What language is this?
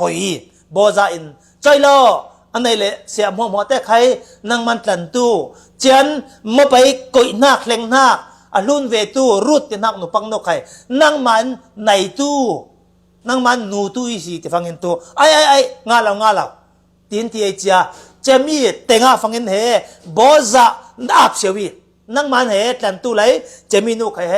Falam Chin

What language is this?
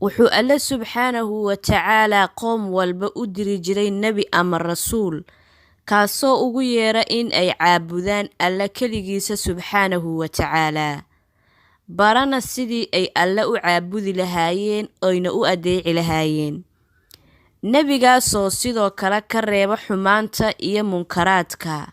Somali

